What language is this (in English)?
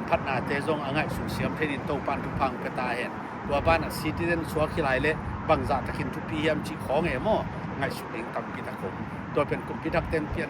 Tedim Chin